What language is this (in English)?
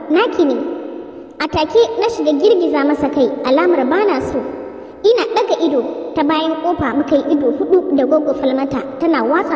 Hausa